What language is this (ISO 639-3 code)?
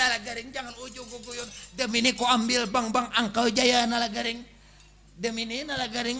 bjn